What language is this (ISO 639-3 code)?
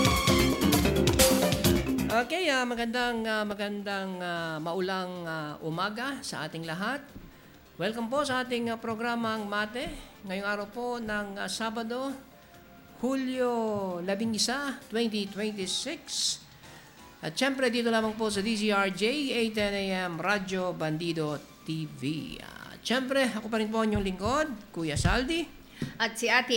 fil